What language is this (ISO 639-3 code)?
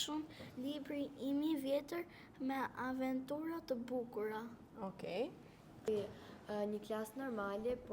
sqi